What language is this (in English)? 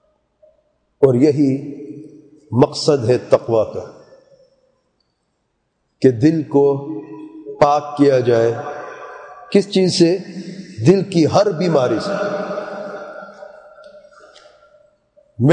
Urdu